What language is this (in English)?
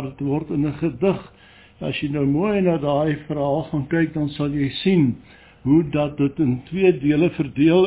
Afrikaans